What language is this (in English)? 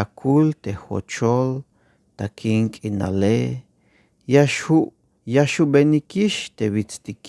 Tzeltal